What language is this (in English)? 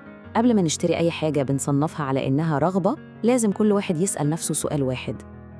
Egyptian Arabic